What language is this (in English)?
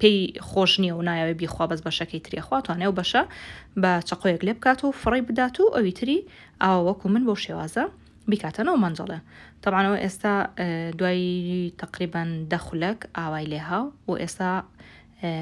Central Kurdish